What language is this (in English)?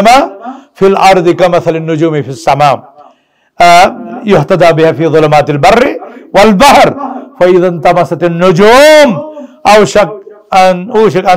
Kashmiri